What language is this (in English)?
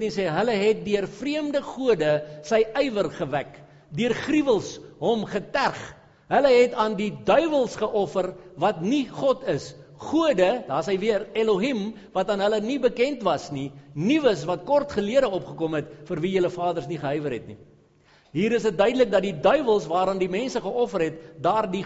Afrikaans